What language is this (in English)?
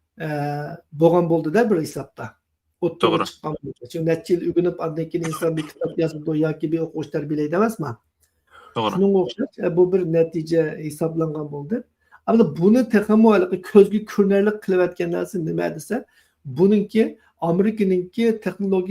Uyghur